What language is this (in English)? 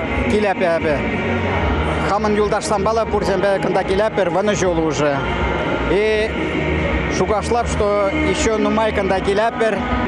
Chuvash